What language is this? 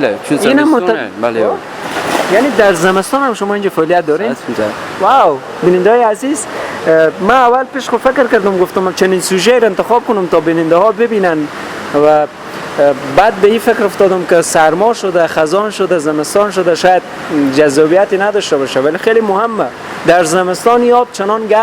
Persian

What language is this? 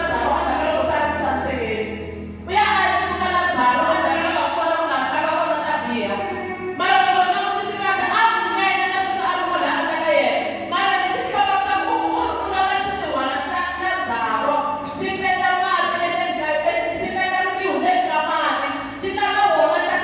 Tsonga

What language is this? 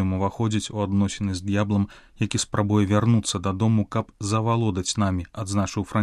Belarusian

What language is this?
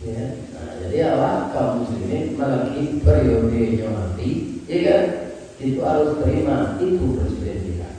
Minangkabau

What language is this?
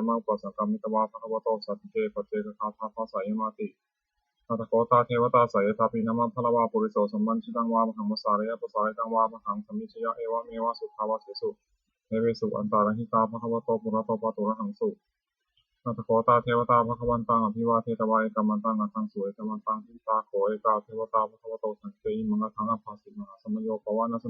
Pali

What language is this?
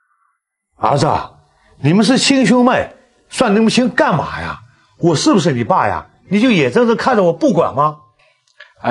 Chinese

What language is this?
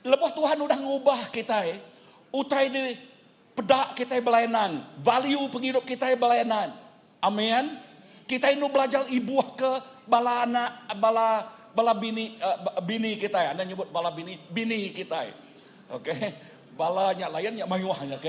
Iban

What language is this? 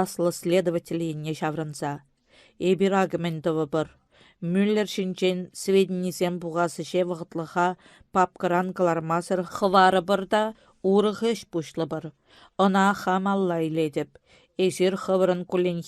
Chuvash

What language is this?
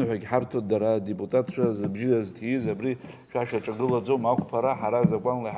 Abkhazian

